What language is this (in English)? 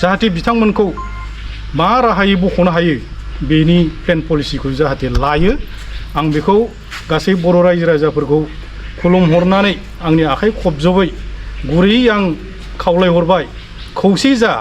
Bodo